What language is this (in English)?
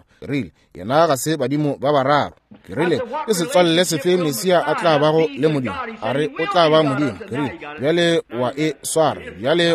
Northern Sotho